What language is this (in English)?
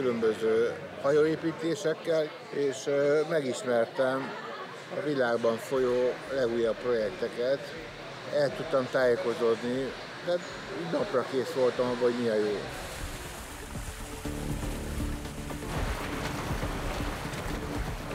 Hungarian